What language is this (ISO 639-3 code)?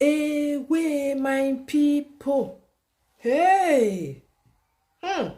pcm